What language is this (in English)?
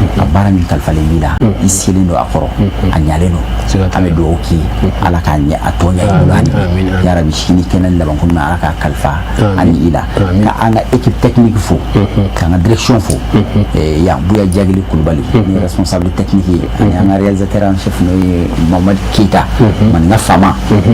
Bambara